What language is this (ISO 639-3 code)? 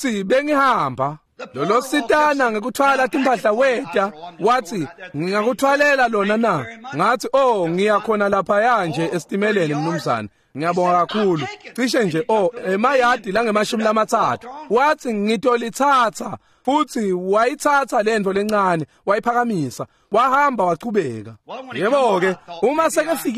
ssw